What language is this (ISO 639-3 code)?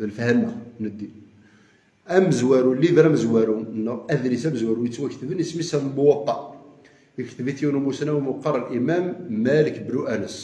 kab